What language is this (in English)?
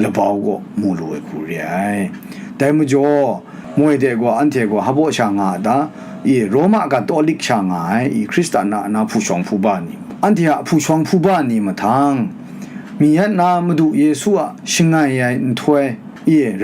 Kachin